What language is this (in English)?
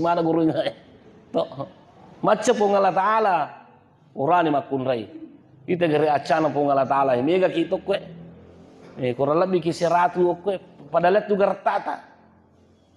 Buginese